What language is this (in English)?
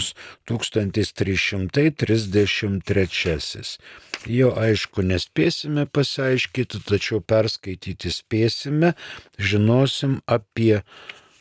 Lithuanian